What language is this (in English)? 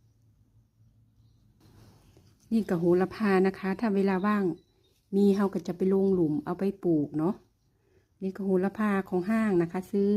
Lao